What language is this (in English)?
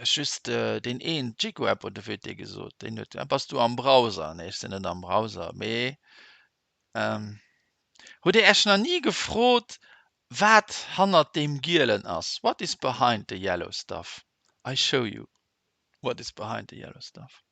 Luxembourgish